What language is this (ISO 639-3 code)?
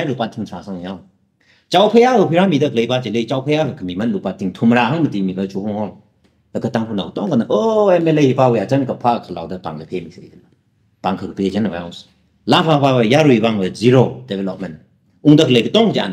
nmf